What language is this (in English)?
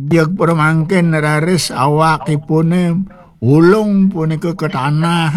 Balinese